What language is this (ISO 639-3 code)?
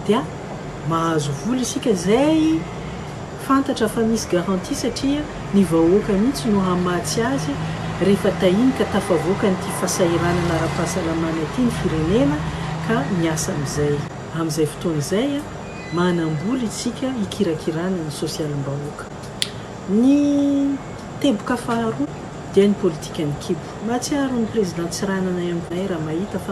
mlg